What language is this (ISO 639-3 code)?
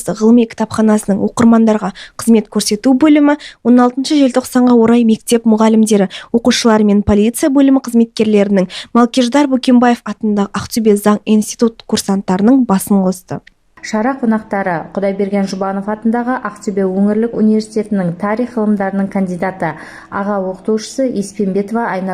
kaz